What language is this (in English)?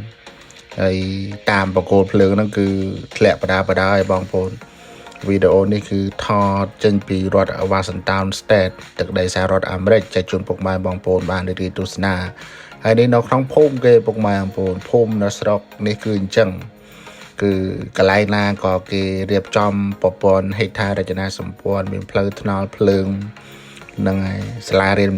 Khmer